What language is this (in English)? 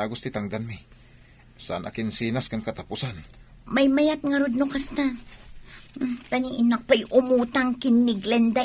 Iloko